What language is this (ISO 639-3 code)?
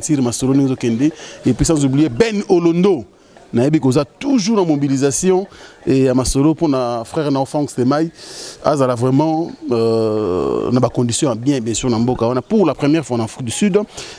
lin